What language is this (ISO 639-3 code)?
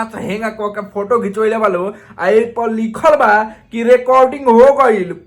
bho